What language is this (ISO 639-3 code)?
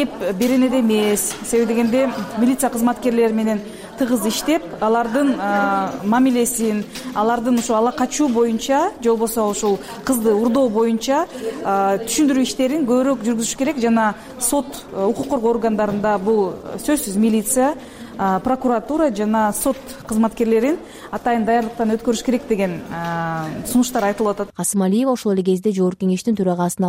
kir